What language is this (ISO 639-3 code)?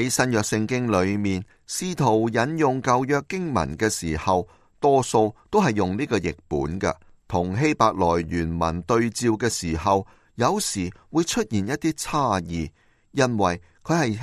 yue